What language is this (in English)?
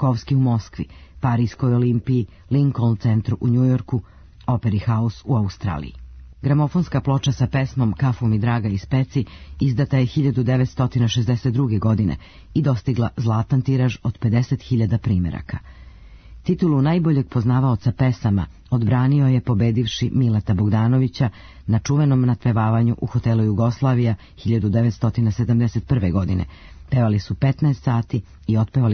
Serbian